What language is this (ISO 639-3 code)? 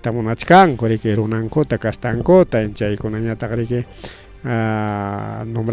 quy